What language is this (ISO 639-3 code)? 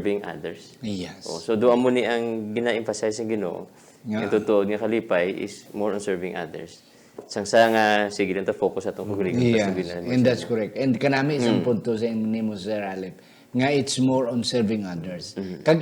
hil